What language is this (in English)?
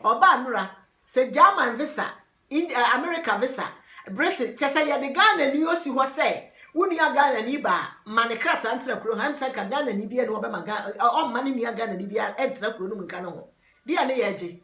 Akan